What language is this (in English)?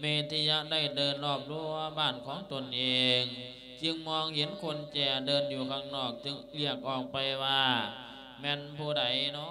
Lao